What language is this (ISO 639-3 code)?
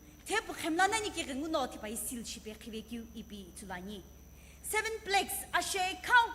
nsm